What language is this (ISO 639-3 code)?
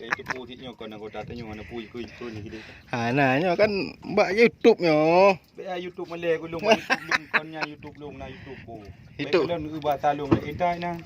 ace